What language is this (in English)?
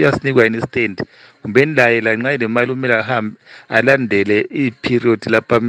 North Ndebele